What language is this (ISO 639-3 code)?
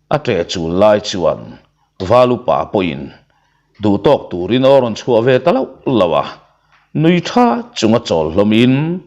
lus